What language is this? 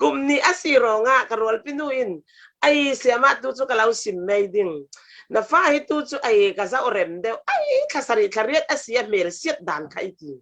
Falam Chin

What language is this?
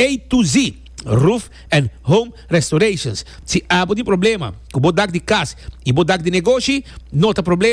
Papiamento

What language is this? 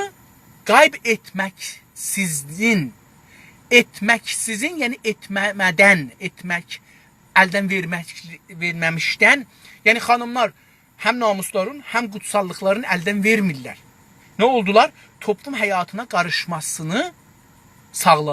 South Azerbaijani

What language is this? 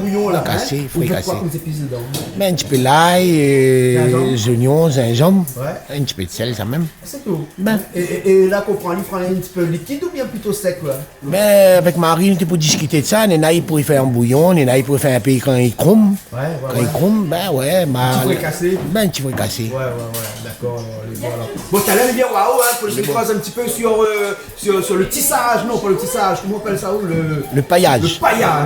Réunion Creole French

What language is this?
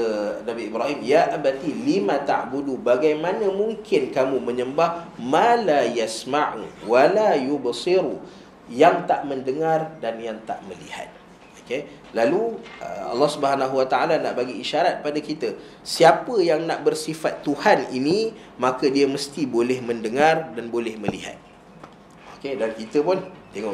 Malay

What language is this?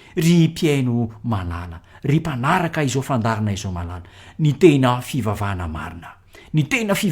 Malagasy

